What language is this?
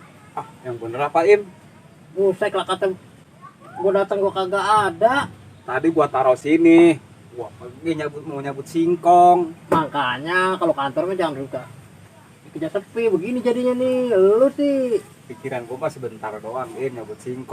Betawi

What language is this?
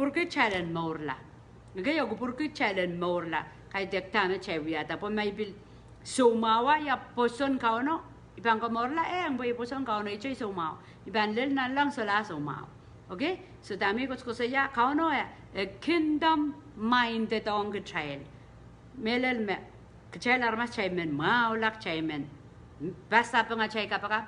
Pohnpeian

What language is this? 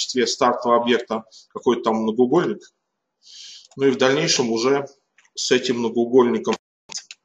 Russian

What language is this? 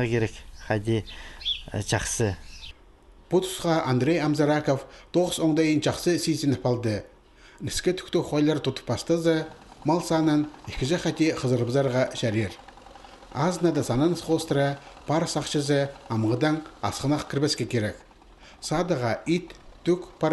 Khakas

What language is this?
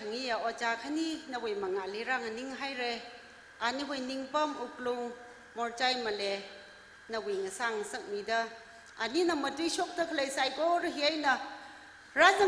Tangkhul Naga (India)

